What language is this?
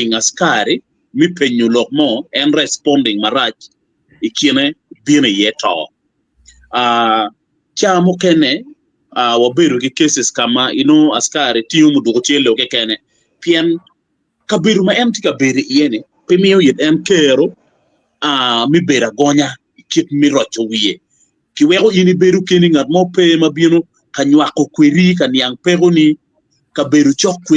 Acoli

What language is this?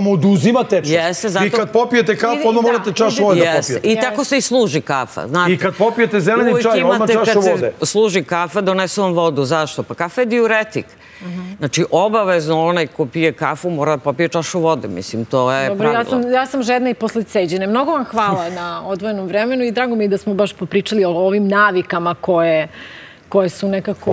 Serbian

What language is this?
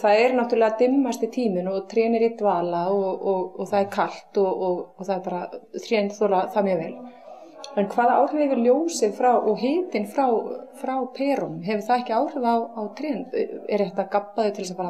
Icelandic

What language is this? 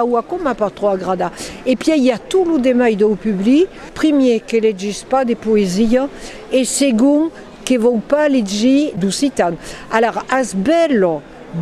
Occitan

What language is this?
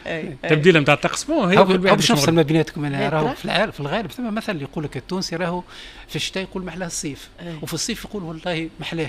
Tunisian Arabic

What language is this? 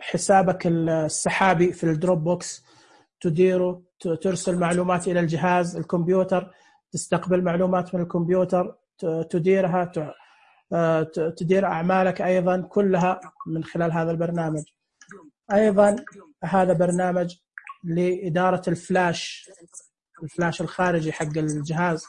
Najdi Arabic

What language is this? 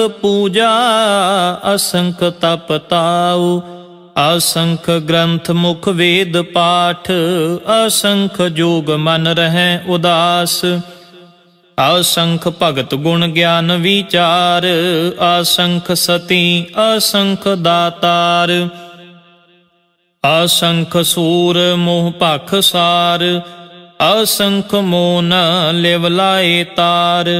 Punjabi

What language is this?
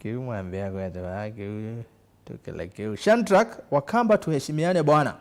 Kamba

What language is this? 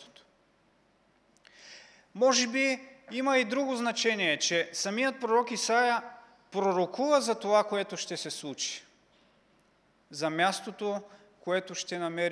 Bulgarian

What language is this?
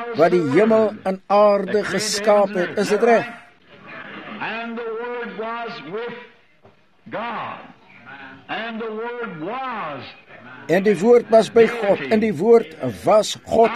Afrikaans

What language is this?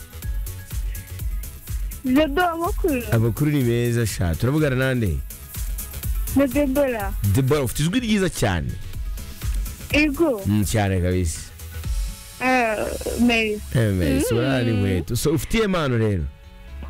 Kinyarwanda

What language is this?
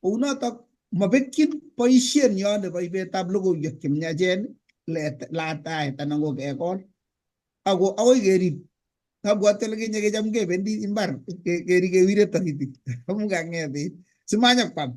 Kalenjin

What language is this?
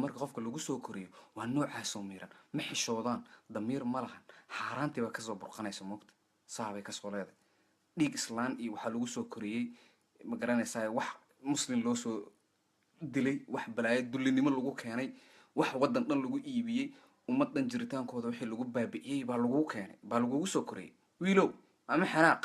Somali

